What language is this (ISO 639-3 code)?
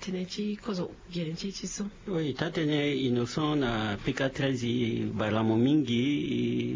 sag